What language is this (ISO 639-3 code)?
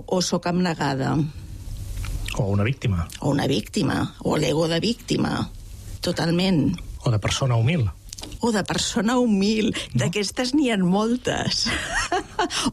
cat